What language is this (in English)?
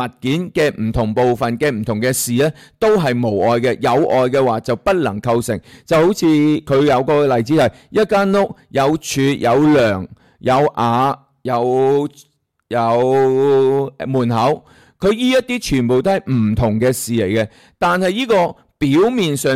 Cantonese